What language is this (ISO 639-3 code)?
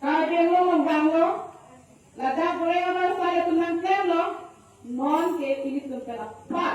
mjw